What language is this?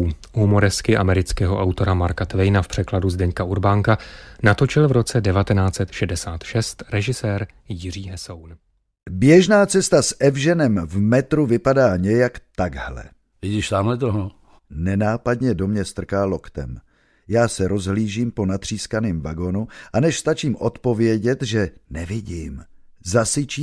Czech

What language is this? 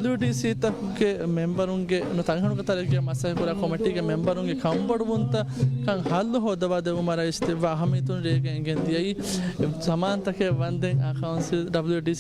Divehi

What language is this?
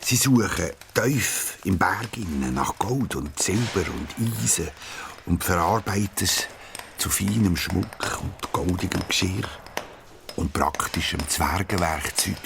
Swiss German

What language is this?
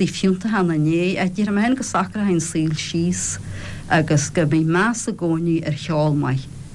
Irish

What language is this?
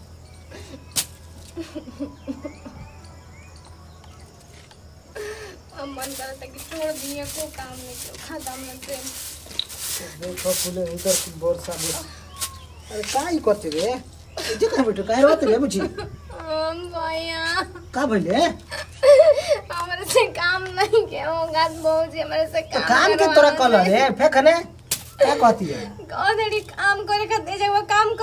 Bhojpuri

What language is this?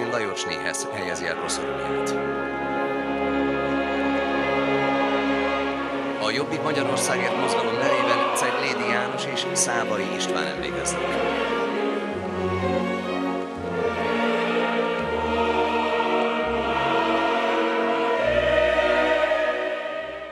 Hungarian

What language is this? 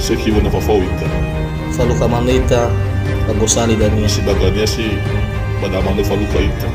Nias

